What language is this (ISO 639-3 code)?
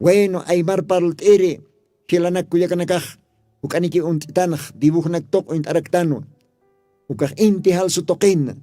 aym